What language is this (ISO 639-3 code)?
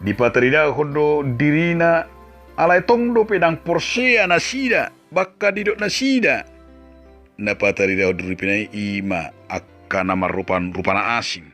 bbc